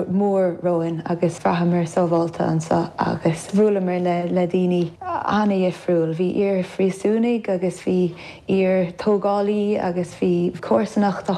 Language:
Irish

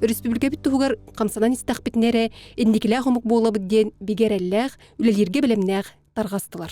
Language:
Yakut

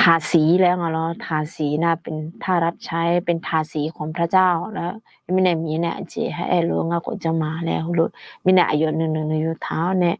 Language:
Akha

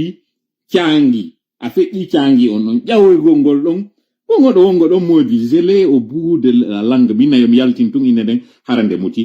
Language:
Fula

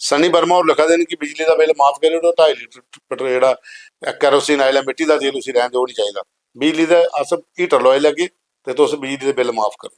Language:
Dogri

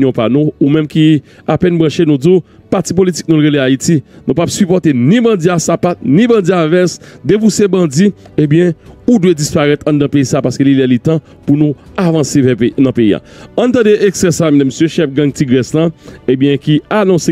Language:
Haitian Creole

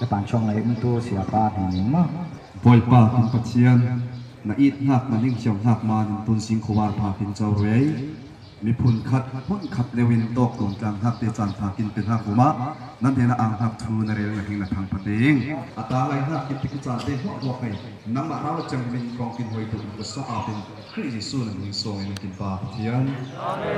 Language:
Falam Chin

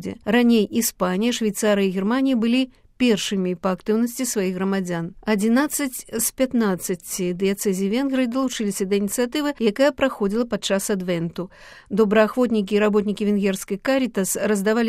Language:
Belarusian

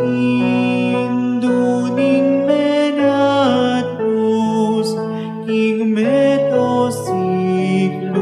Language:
Pampanga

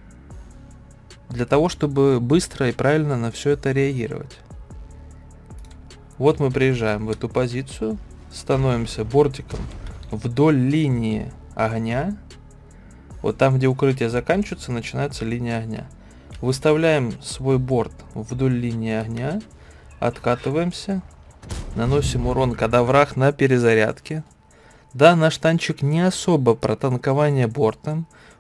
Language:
Russian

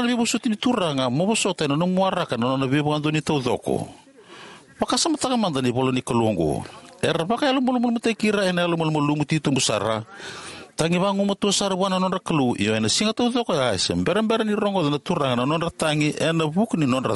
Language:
Fijian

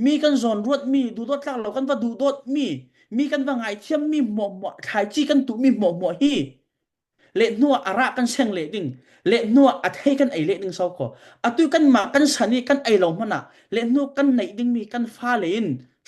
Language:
Falam Chin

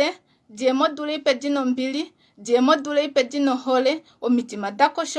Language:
Kuanyama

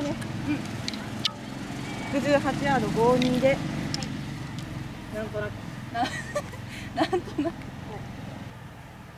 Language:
Japanese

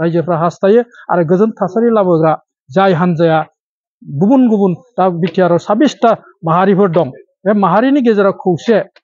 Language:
Bodo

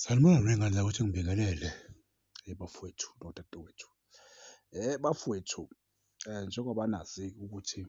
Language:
Zulu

